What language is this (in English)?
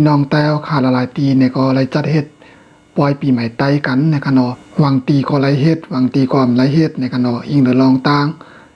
Shan